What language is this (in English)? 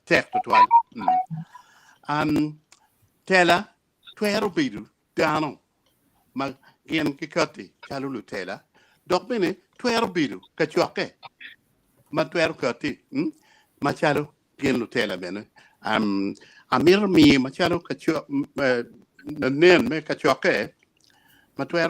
Acoli